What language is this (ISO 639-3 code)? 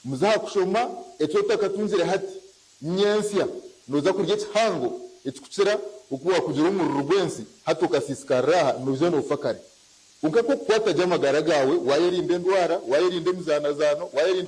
nyn